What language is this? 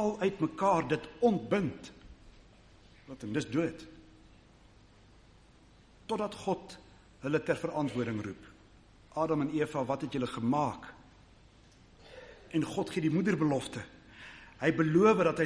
Afrikaans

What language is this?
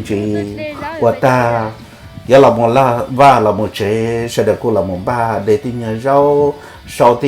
Hmong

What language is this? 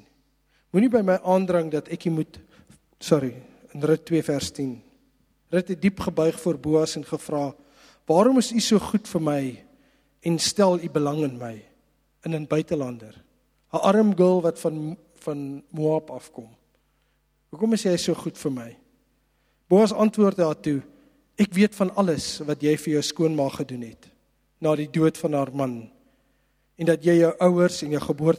Afrikaans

